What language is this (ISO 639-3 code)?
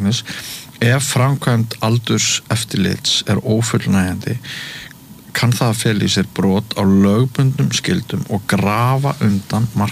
isl